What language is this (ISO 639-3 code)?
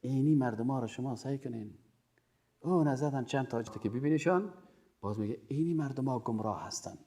fas